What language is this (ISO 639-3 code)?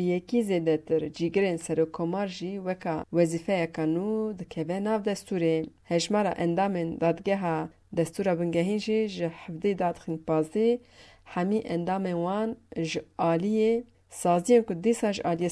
kur